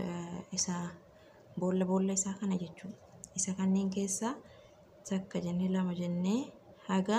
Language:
Oromo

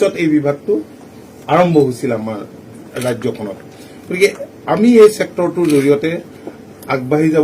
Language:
Assamese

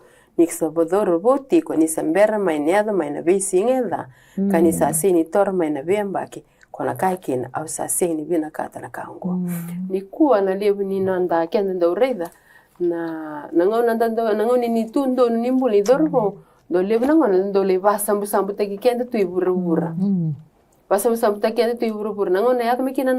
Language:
Fijian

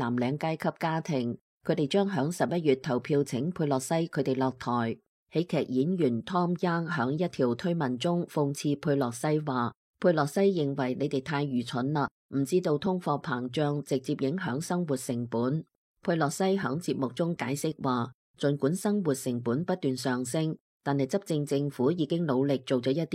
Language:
Cantonese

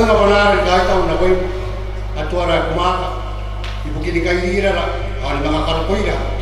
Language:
Gilbertese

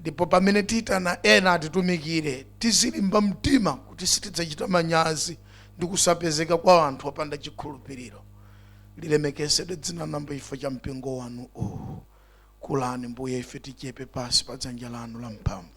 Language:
Nyanja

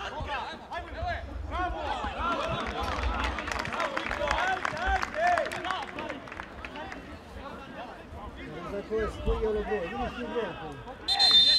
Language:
Serbian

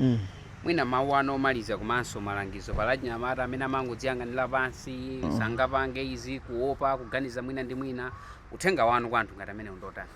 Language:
Nyanja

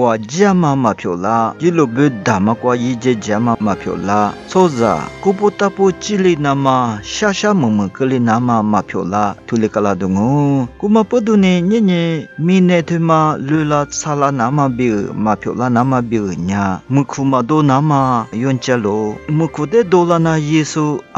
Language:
Lisu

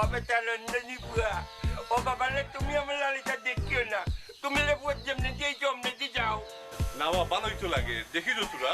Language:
Sylheti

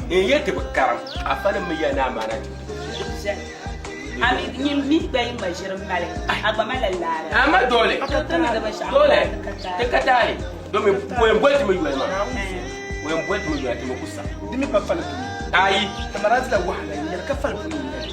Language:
Dagbani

